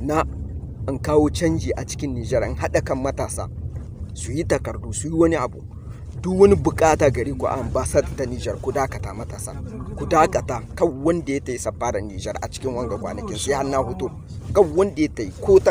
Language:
Hausa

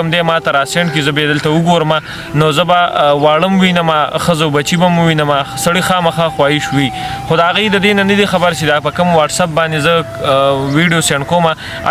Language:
Pashto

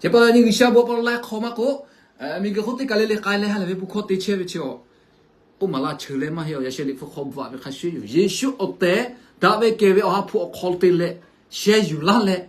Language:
Lahu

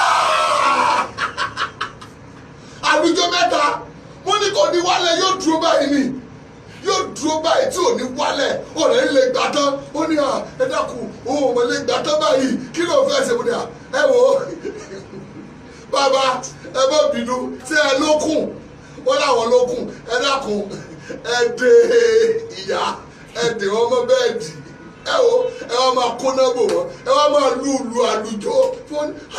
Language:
Yoruba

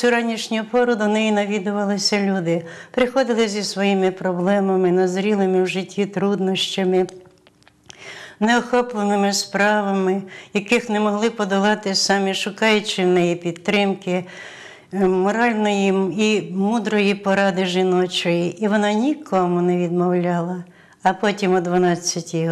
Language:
Ukrainian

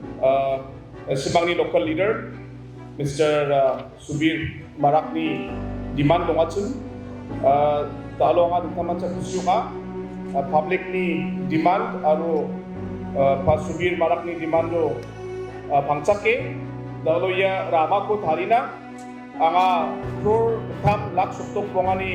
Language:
Garo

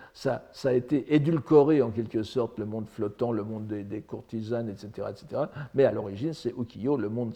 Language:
French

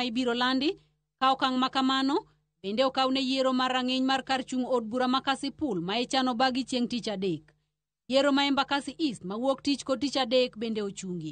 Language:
Luo (Kenya and Tanzania)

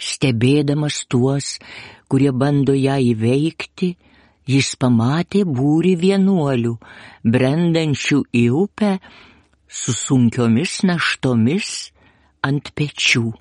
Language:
Lithuanian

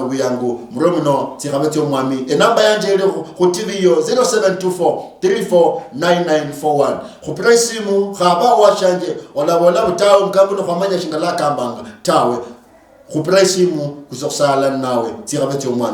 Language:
Luyia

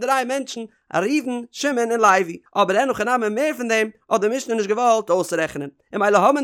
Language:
Yiddish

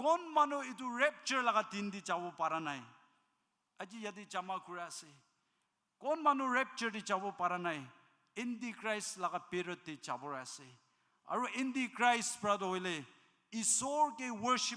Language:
Naga Pidgin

